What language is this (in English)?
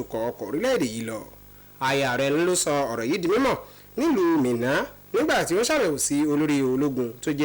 Yoruba